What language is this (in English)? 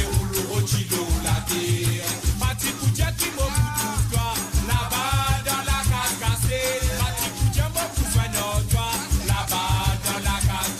Morisyen